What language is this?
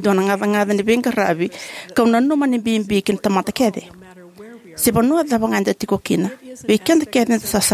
Fijian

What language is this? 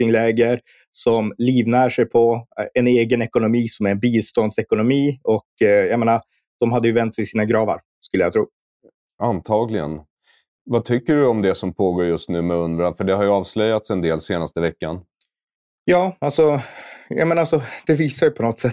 Swedish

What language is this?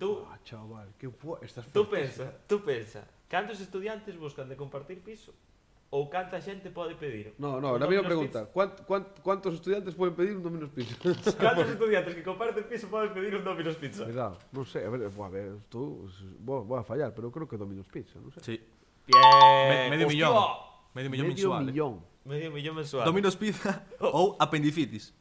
Galician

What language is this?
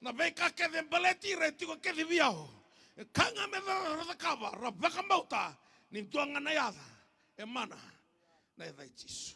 Fijian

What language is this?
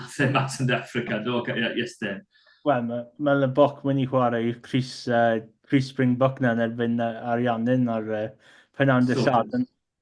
Welsh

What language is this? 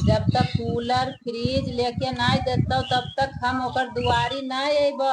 Magahi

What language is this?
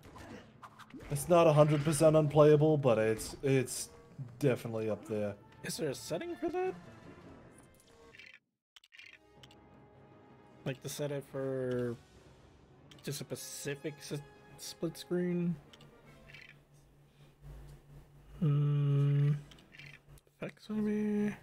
English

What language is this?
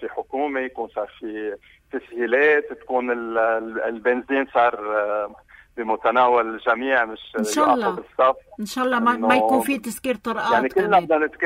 North Levantine Arabic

